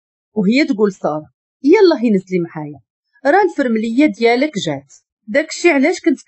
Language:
Moroccan Arabic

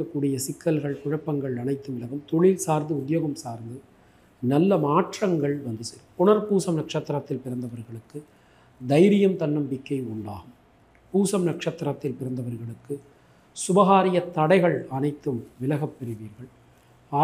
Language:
Tamil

